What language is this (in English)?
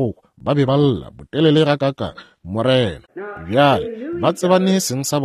Northern Sotho